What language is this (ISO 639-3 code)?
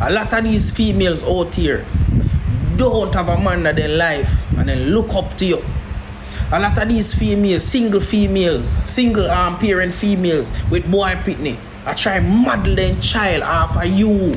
jam